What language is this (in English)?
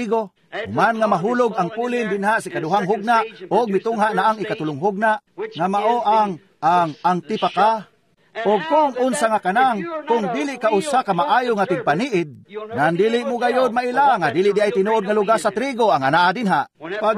Cebuano